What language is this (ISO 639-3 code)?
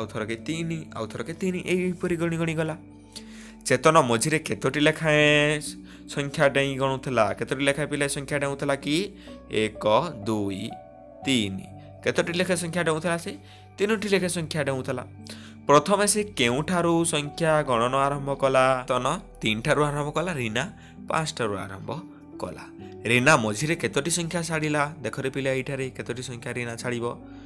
ori